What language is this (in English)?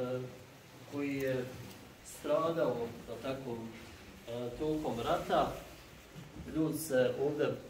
Bosnian